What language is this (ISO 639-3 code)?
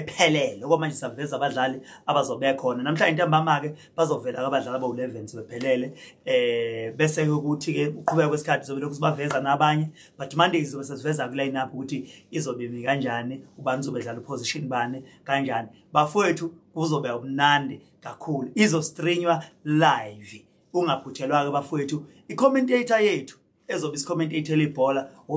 zul